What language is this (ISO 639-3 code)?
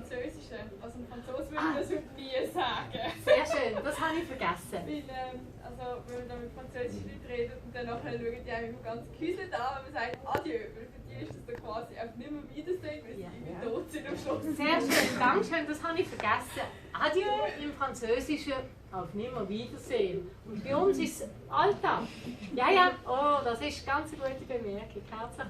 gsw